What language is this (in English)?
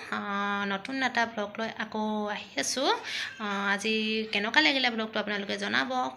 Assamese